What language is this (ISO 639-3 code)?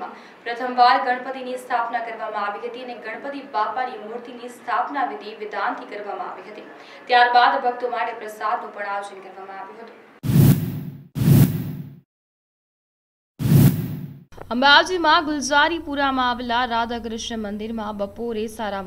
guj